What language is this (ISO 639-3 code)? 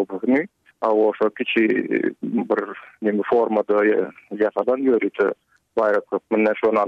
tuk